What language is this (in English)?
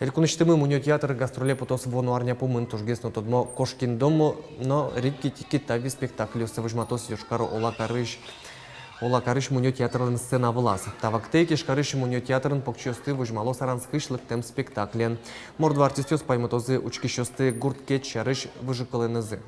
Udmurt